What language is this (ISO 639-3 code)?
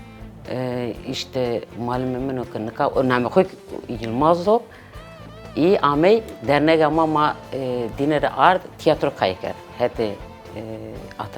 zza